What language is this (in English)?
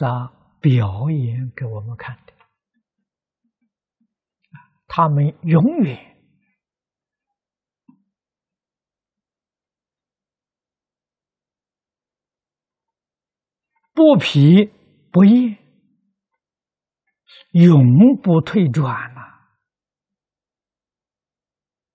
Chinese